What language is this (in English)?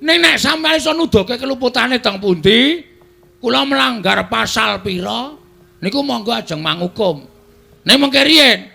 Javanese